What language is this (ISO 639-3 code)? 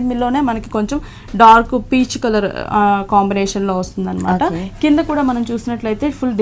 tel